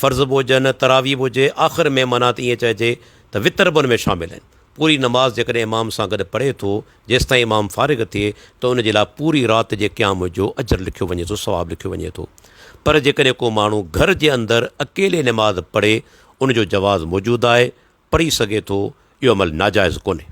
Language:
Sindhi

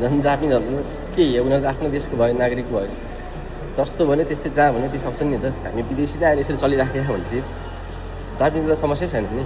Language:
Nepali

